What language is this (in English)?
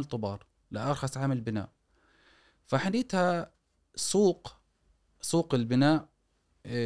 Gulf Arabic